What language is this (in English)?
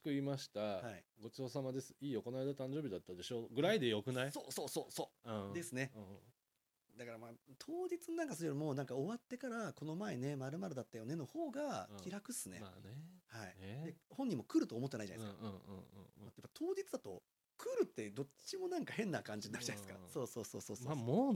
Japanese